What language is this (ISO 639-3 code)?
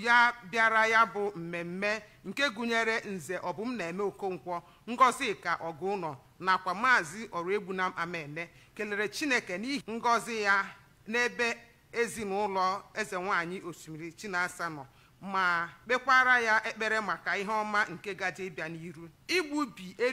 ibo